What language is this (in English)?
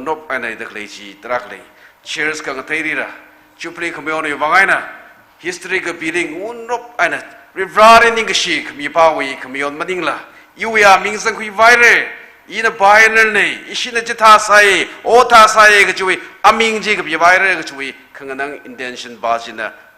Tangkhul Naga (India)